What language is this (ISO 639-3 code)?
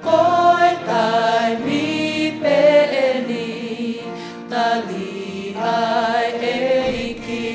ton